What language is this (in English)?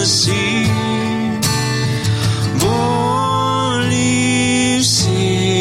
Ukrainian